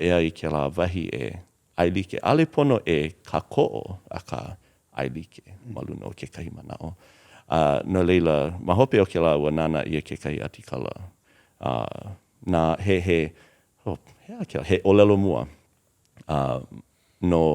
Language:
Hawaiian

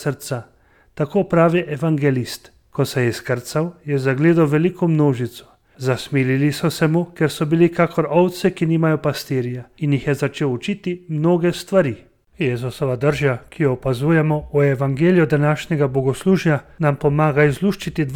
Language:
Slovenian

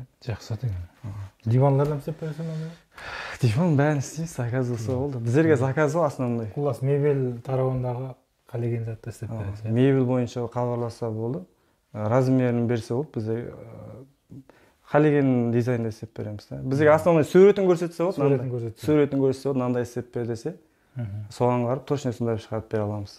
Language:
Kazakh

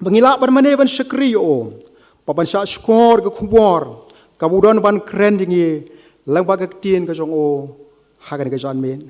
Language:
Khasi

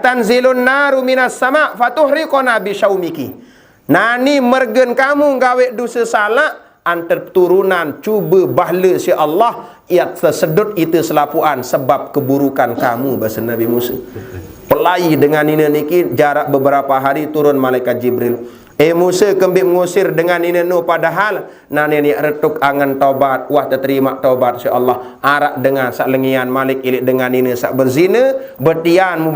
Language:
Sasak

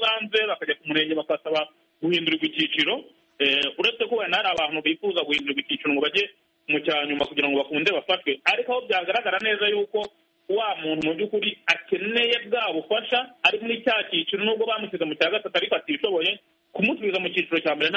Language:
Kinyarwanda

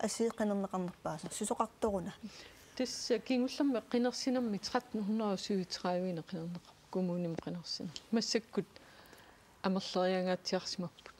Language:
Kalaallisut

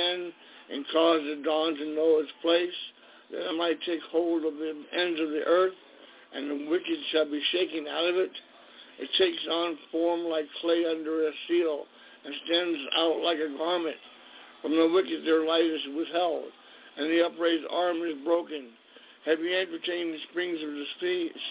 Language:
English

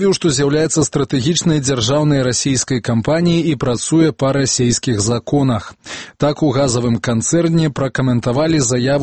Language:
Belarusian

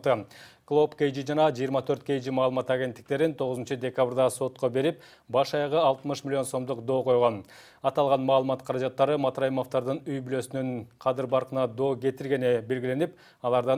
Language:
Kyrgyz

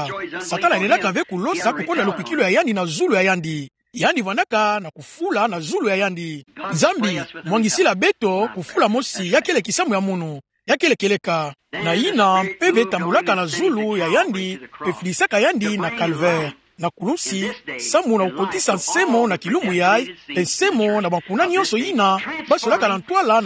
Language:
Kituba (Democratic Republic of Congo)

